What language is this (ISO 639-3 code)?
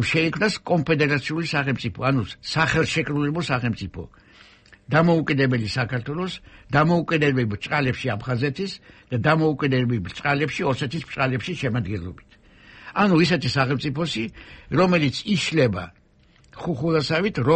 kat